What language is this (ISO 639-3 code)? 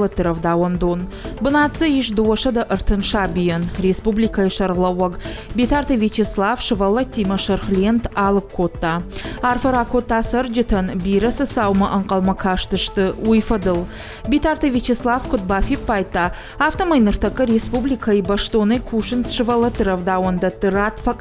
oss